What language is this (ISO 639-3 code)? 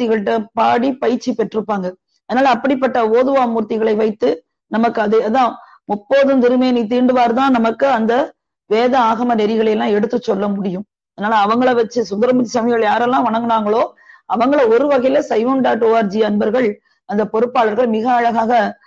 tam